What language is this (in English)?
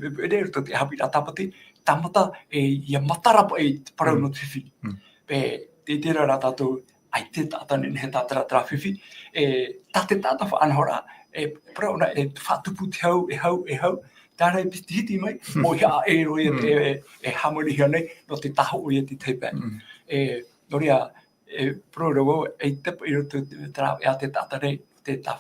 Tahitian